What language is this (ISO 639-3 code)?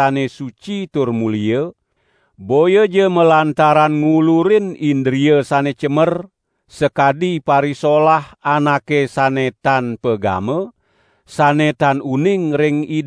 ban